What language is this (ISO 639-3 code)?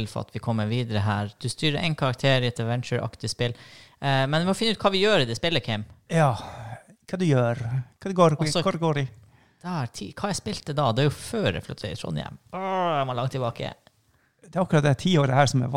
nor